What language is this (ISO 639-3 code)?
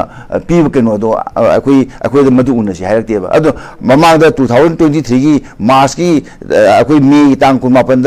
mni